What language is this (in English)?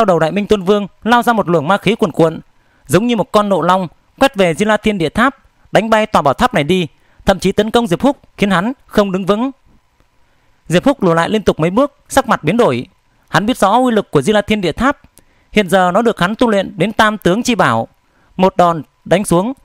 Vietnamese